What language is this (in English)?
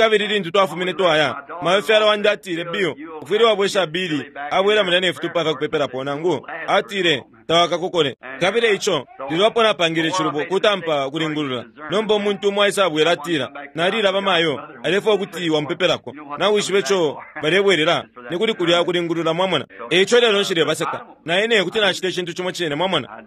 Bemba